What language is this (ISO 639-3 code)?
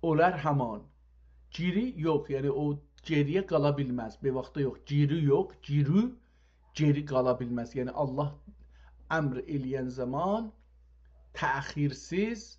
azb